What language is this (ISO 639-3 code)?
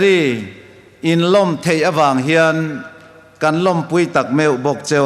hmr